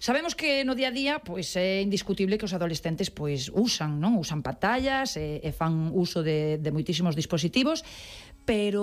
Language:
Galician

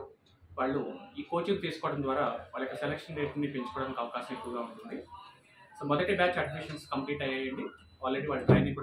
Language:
Telugu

